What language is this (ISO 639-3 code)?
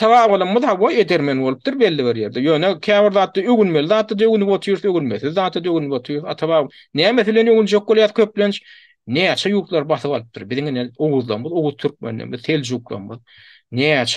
tuk